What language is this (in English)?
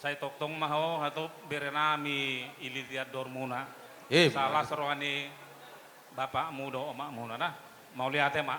Batak Toba